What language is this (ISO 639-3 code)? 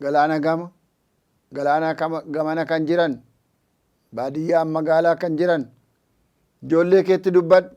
orm